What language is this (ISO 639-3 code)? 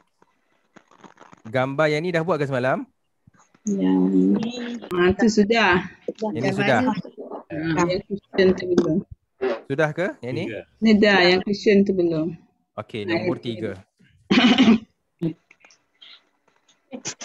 msa